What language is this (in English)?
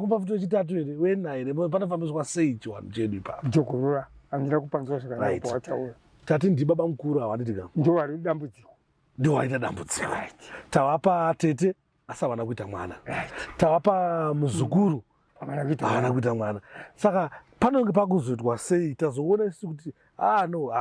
Shona